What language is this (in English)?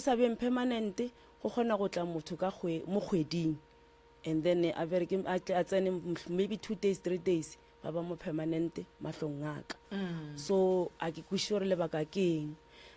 Northern Sotho